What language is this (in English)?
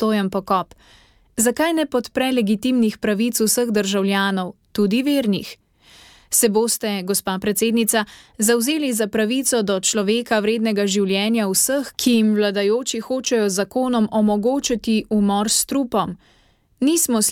Slovenian